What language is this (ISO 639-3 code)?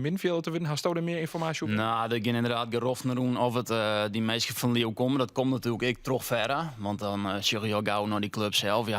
fry